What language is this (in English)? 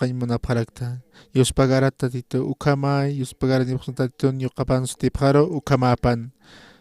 Aymara